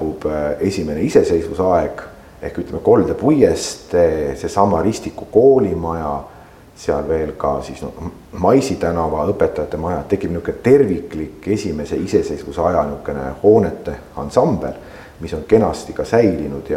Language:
Estonian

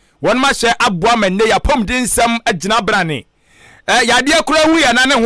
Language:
Akan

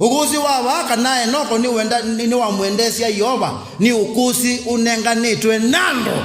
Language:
Kamba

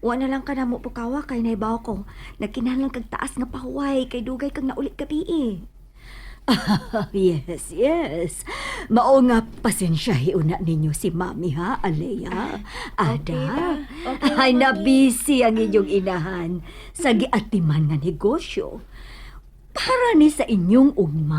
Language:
Cebuano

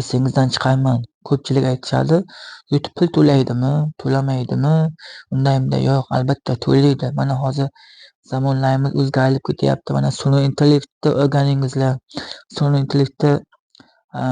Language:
Uzbek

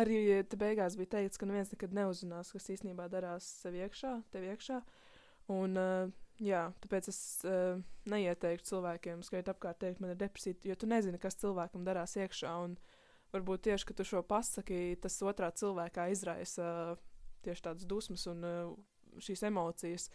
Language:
Latvian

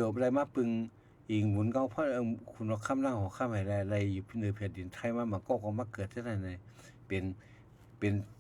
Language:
Shan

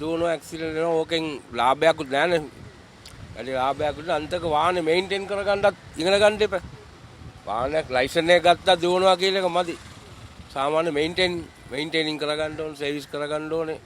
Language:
Sinhala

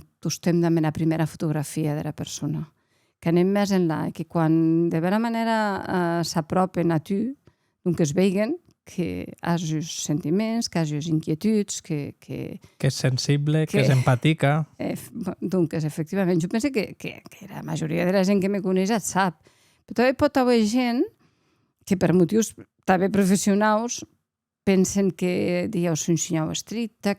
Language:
Occitan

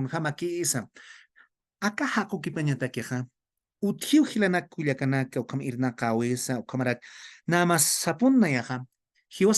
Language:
Aymara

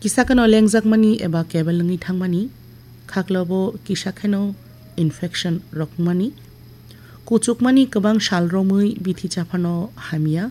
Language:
Kok Borok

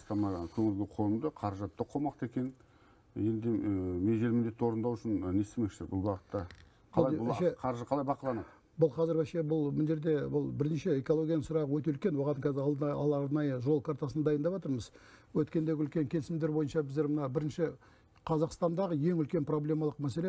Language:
Kazakh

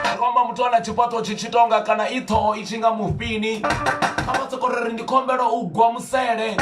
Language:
Venda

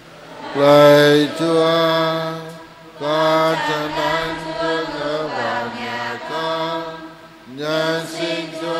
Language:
Vietnamese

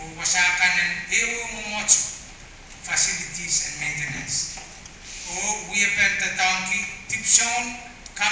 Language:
Pohnpeian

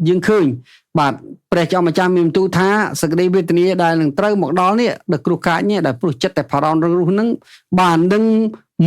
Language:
Khmer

